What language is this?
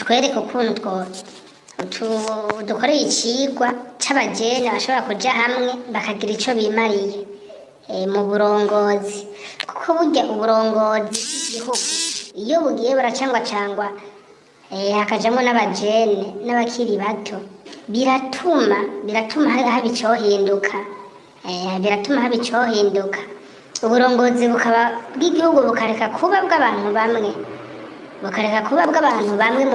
Rundi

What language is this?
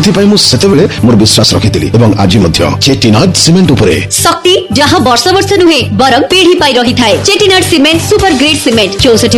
Odia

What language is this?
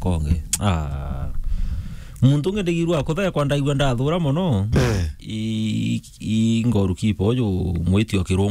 Meru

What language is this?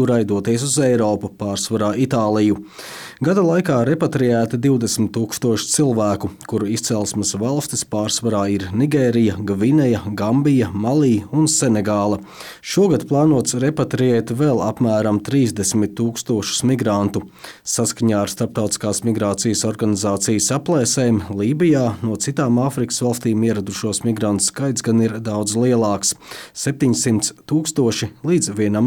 Latvian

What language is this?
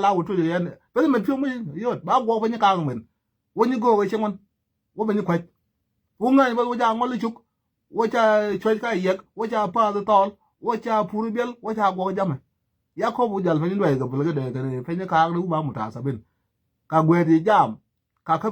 Nuer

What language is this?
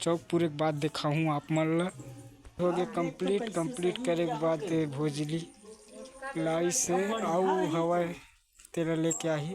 Chhattisgarhi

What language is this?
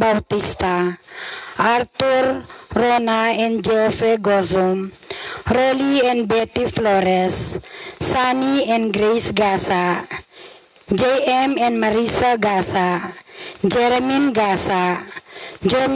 Pampanga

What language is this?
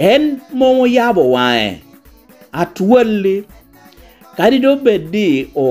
Lango (Uganda)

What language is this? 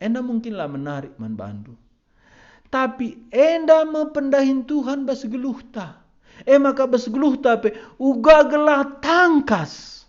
Batak Karo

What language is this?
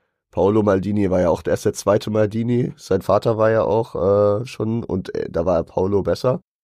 German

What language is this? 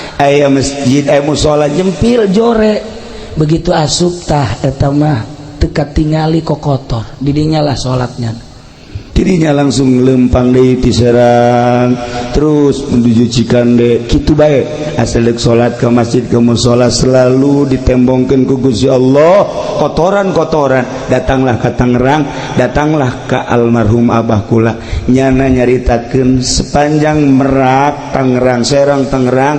Sundanese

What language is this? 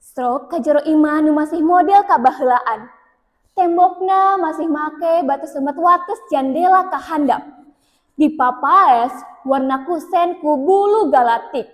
Sundanese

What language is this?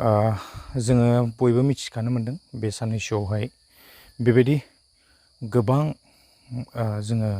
Bodo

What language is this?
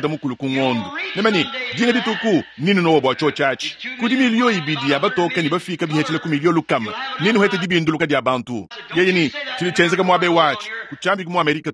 Luba-Lulua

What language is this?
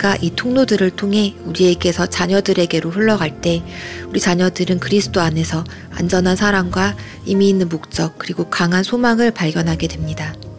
Korean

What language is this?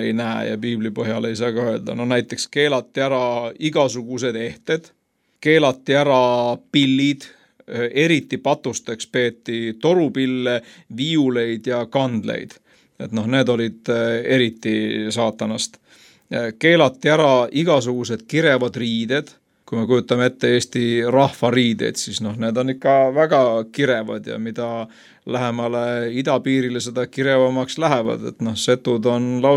Estonian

